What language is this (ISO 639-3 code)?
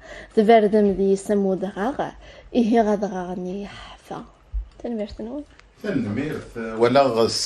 kab